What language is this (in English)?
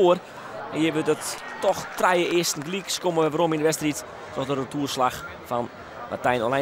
Western Frisian